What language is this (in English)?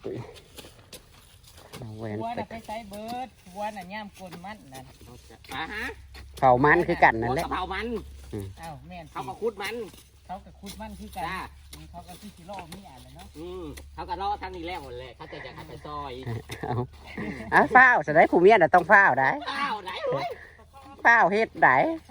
Northeastern Thai